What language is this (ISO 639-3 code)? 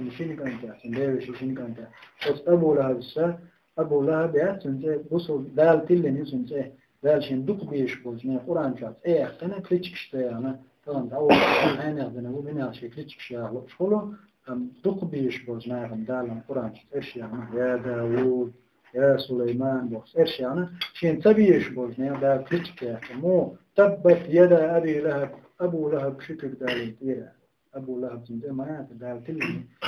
che